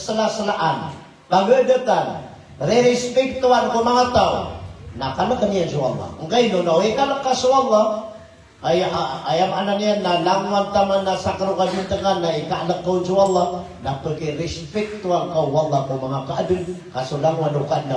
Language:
Maranao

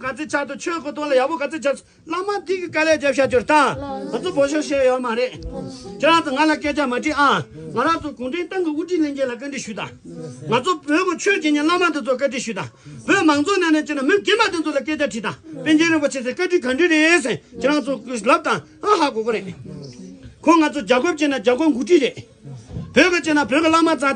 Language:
Tibetan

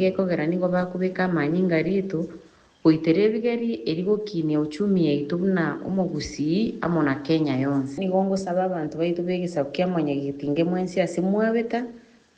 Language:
Gusii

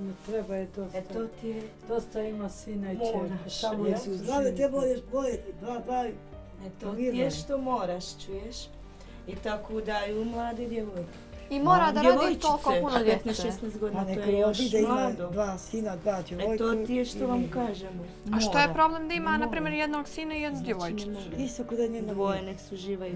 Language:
Bosnian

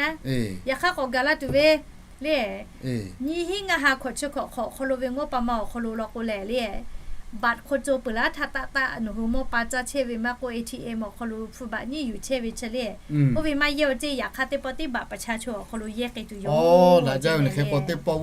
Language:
Lahu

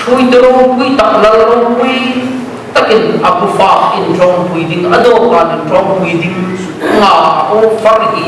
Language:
Hmar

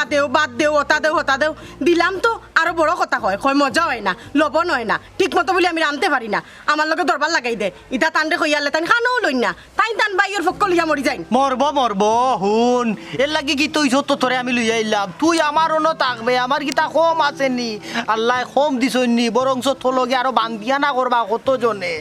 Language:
Sylheti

